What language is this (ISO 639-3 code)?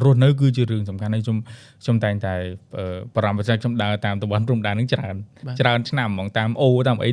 khm